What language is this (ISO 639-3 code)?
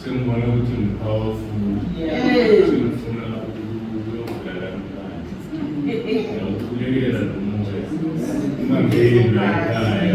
zul